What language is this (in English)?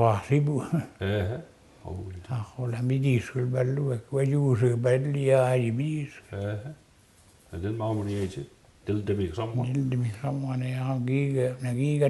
Mi'kmaw